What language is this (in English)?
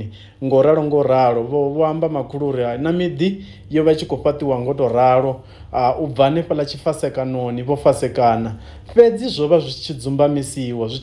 Venda